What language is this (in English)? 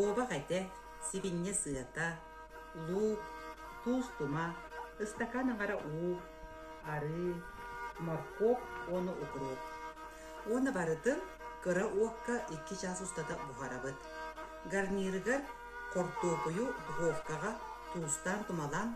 Yakut